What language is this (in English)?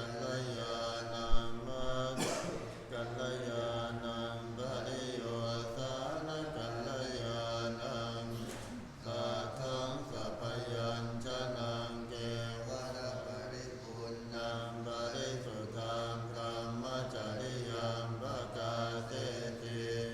Pali